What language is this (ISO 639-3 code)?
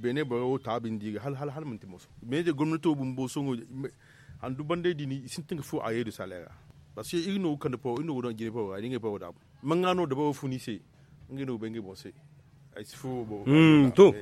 dje